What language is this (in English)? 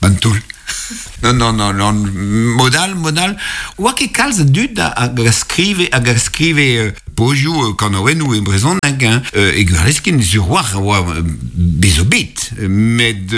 Breton